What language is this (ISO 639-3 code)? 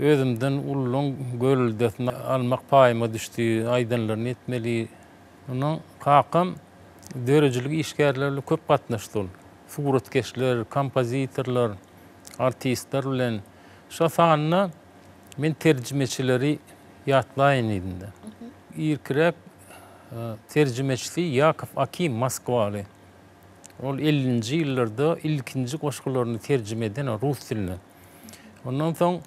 tuk